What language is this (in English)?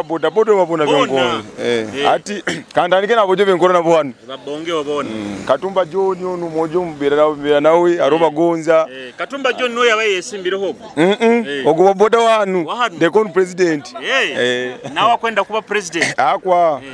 Nyoro